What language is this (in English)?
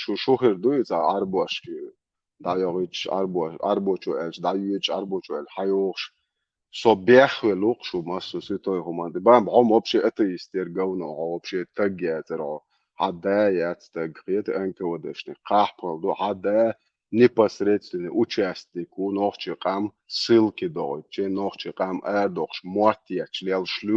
Chechen